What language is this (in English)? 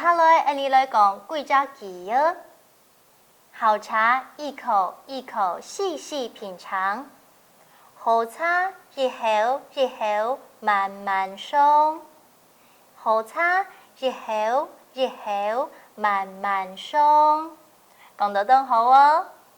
Hakka Chinese